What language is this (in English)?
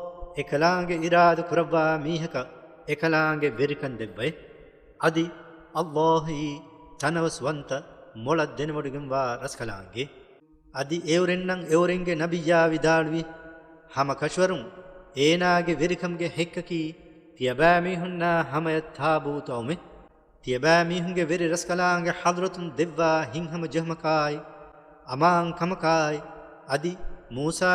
Divehi